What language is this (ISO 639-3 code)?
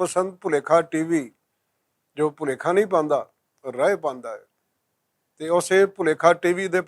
lah